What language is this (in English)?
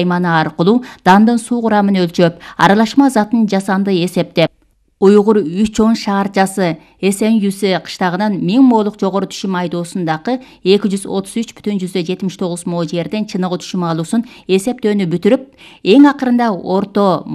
Kyrgyz